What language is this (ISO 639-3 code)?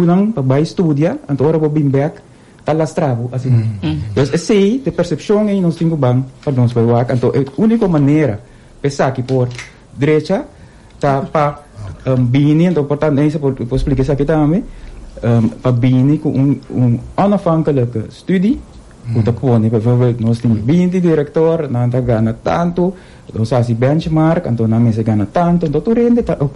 pap